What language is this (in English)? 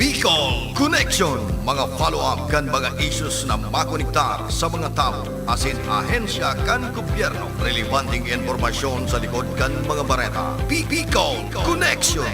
Bikol